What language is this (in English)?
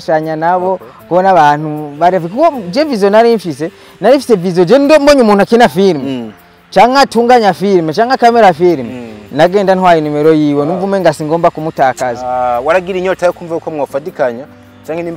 Rundi